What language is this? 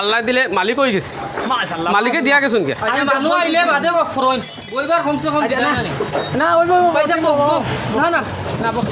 Sylheti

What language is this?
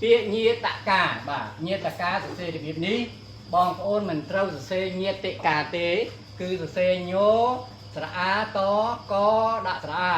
Khmer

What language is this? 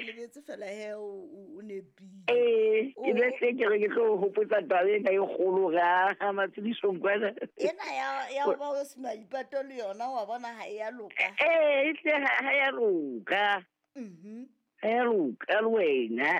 Southern Sotho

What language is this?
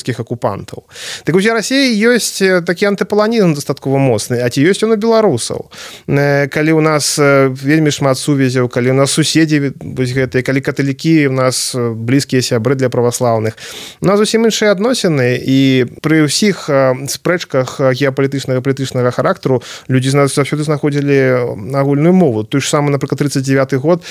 Belarusian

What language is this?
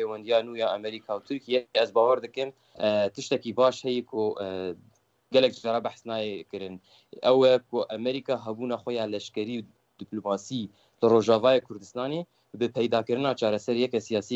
Kurdish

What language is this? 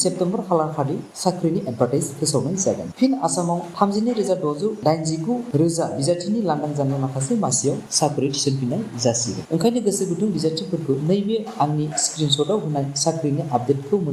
Bodo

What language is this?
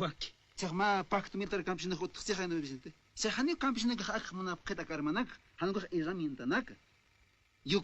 Aymara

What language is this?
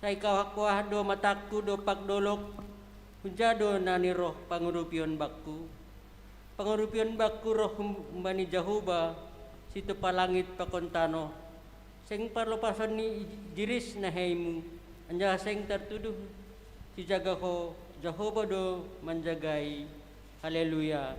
Batak Simalungun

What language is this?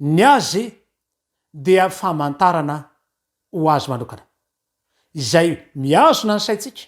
Malagasy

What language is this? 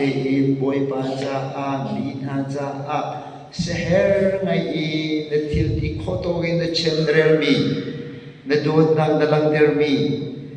Hakha Chin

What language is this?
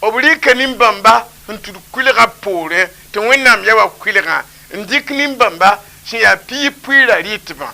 Mossi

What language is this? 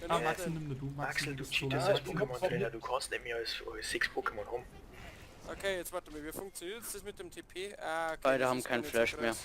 Bavarian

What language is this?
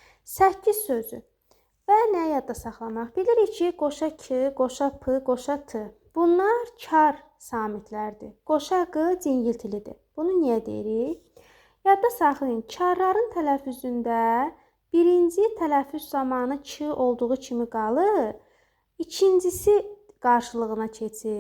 Azerbaijani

